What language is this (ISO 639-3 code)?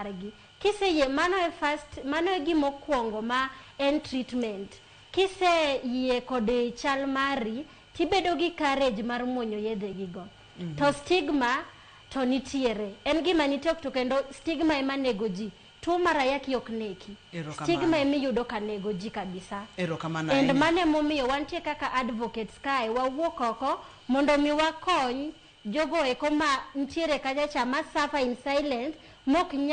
luo